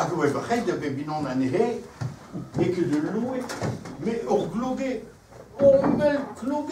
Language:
Breton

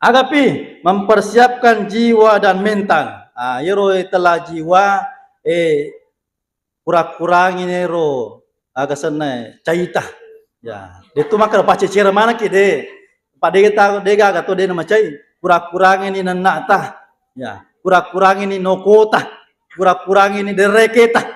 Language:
Buginese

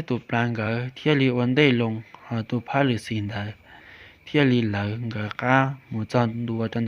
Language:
Hmong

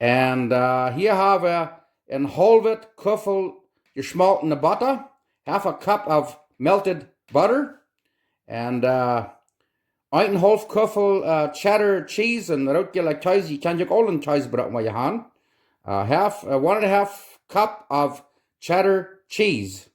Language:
Plautdietsch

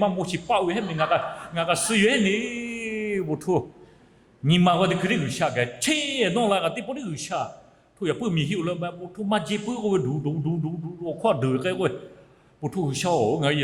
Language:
Lahu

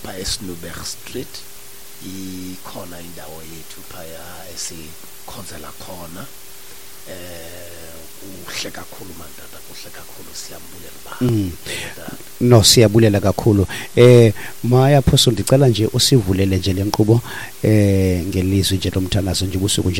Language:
Xhosa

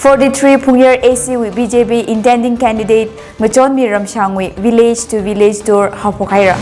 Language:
Tangkhul Naga (India)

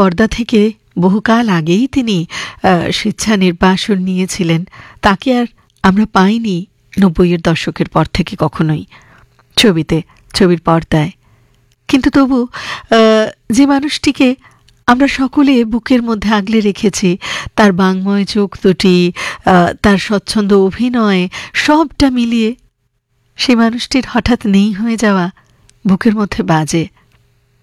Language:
Bangla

